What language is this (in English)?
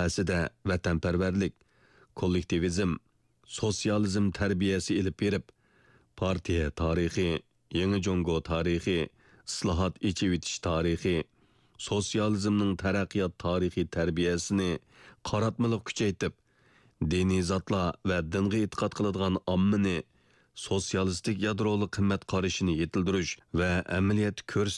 Uyghur